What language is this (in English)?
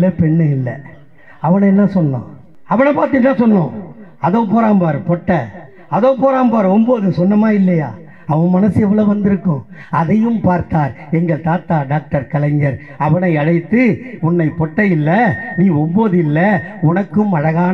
Tamil